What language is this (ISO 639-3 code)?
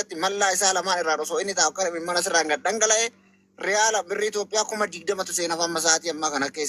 orm